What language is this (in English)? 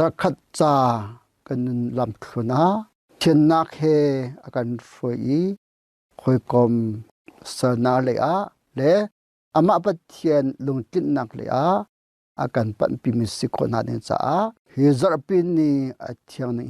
Hakha Chin